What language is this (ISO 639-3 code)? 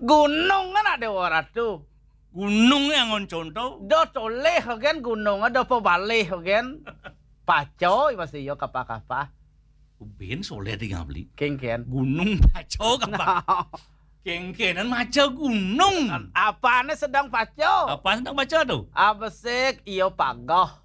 ban